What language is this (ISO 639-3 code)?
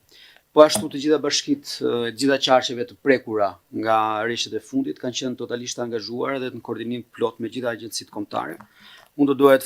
sqi